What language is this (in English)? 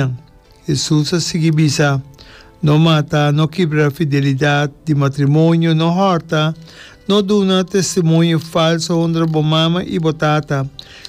Papiamento